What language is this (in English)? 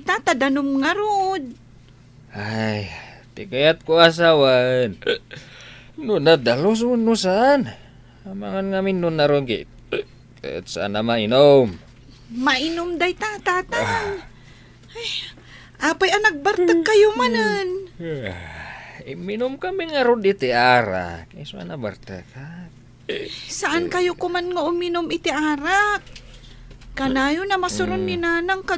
Iloko